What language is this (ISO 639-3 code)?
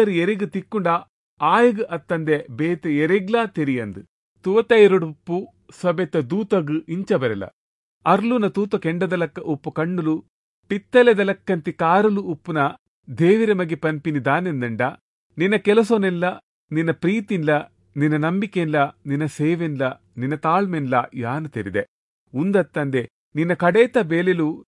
tcy